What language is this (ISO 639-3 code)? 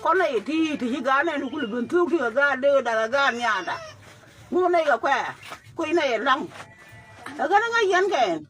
nus